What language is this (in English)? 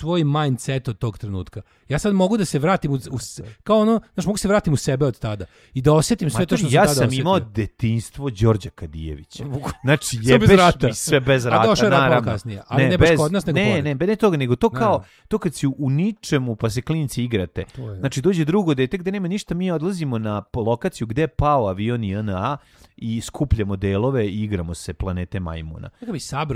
Serbian